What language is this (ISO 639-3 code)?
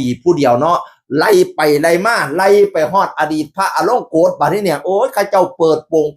tts